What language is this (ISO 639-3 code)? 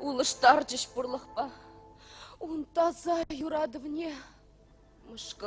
chv